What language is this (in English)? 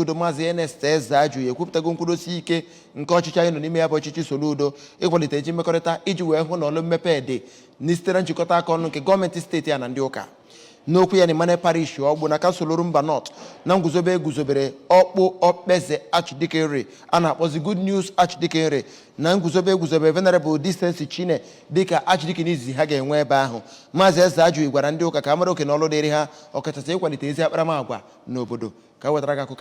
Igbo